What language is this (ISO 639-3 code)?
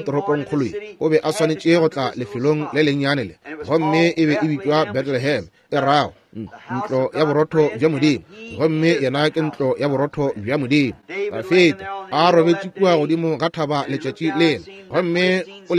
nso